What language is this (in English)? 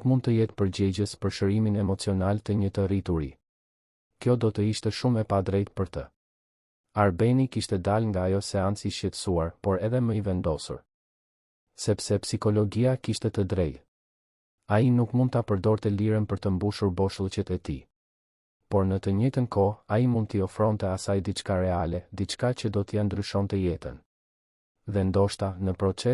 Albanian